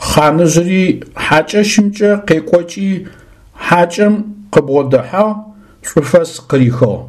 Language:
Adyghe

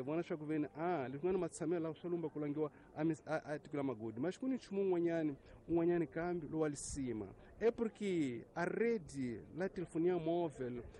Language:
Tsonga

